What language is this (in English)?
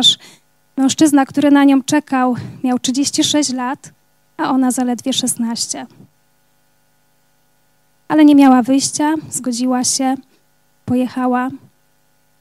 Polish